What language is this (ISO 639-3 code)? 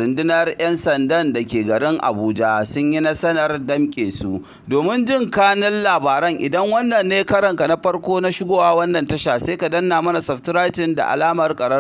hau